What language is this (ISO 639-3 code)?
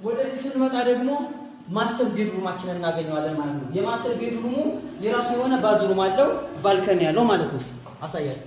amh